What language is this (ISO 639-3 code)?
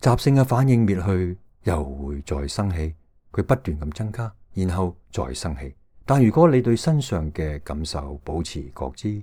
yue